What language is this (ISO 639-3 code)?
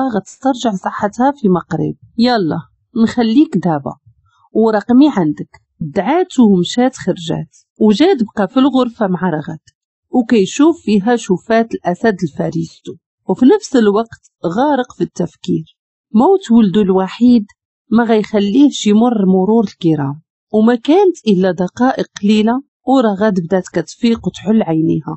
ary